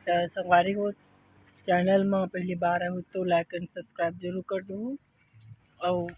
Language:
Chhattisgarhi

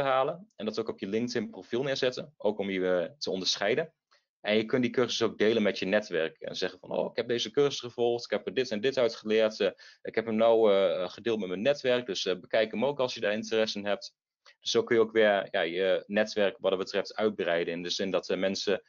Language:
Dutch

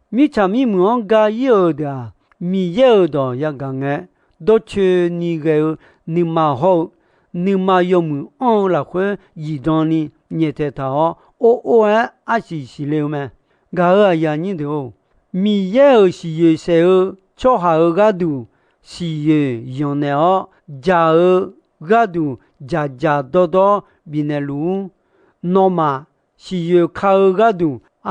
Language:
Akha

